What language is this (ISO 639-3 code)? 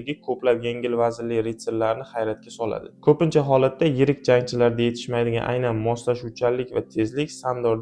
uzb